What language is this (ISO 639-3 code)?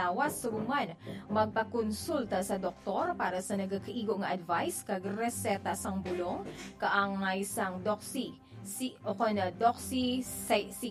hil